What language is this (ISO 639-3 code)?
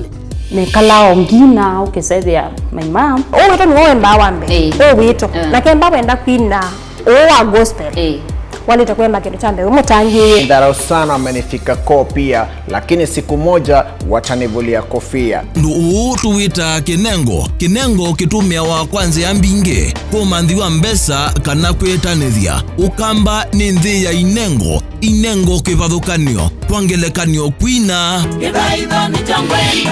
kam